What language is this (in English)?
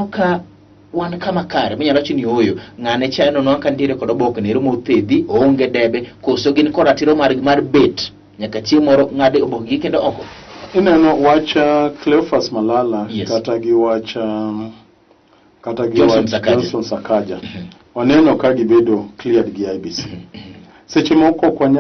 Luo (Kenya and Tanzania)